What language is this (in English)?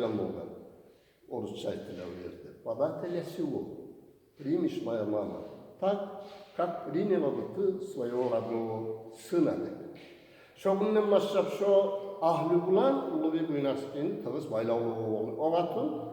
Kumyk